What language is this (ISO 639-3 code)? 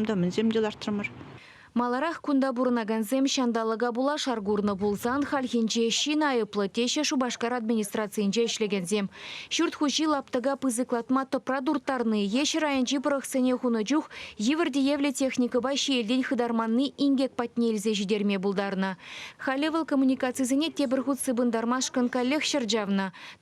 chv